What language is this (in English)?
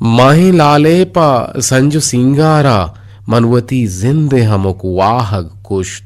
Eastern Balochi